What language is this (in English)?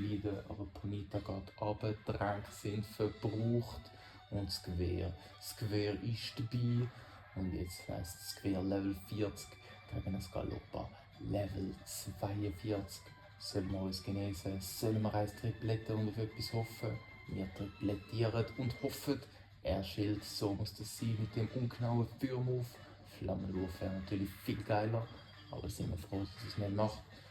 Swiss German